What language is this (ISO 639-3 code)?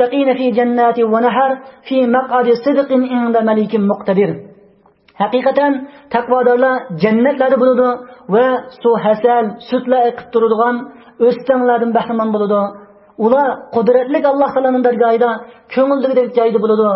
uig